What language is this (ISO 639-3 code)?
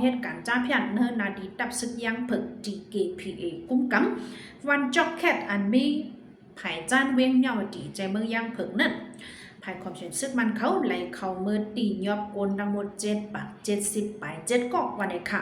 shn